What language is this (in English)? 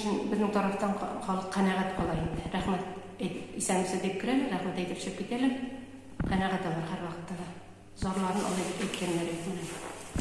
Tatar